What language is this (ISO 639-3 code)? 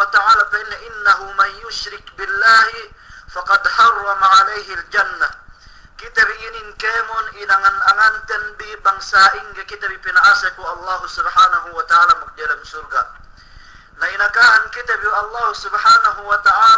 yka